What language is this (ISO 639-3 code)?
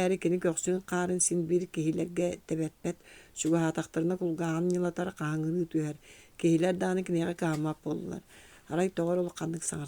sah